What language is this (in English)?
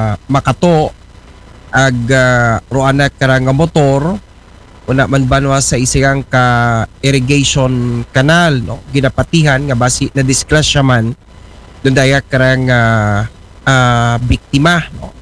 Aklanon